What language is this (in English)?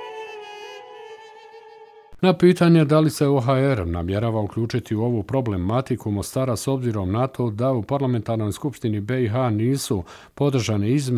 Bosnian